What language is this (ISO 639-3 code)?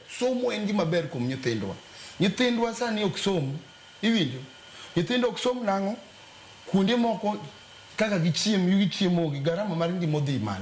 luo